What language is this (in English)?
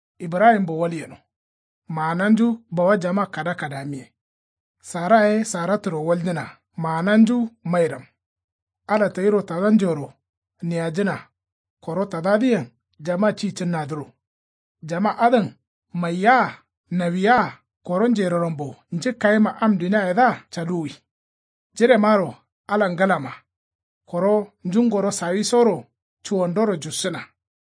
Kanuri